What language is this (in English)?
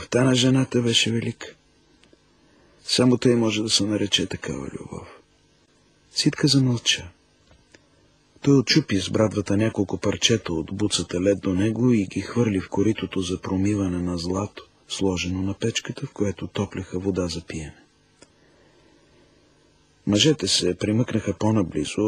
Bulgarian